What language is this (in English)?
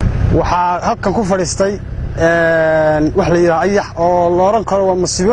Somali